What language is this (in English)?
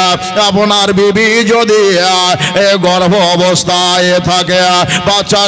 Bangla